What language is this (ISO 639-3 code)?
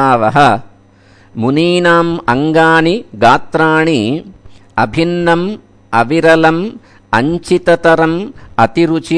san